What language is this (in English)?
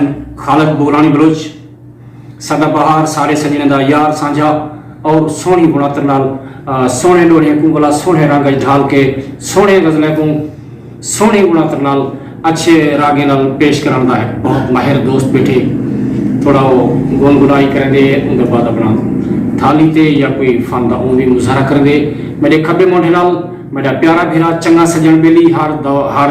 Saraiki